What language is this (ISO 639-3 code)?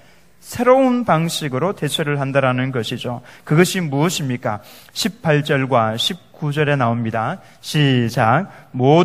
kor